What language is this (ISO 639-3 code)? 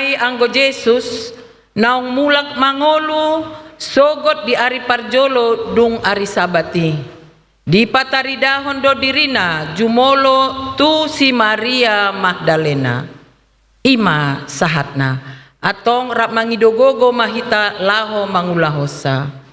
bbc